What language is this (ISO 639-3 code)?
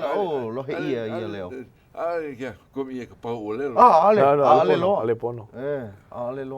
haw